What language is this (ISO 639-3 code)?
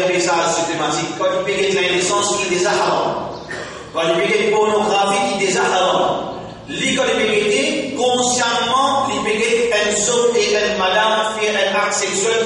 mfe